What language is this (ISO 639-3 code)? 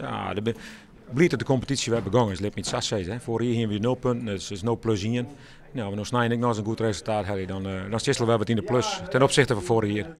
fry